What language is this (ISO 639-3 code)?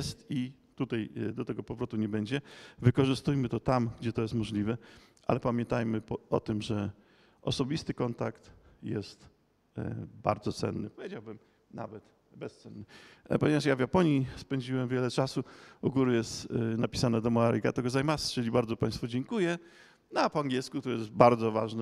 pol